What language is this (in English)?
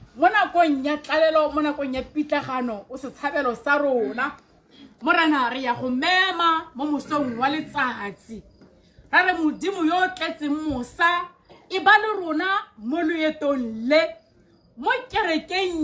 Tswana